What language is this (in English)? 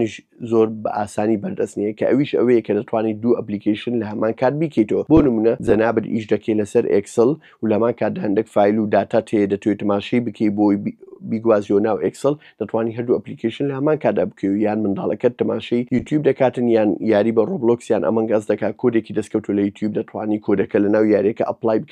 Central Kurdish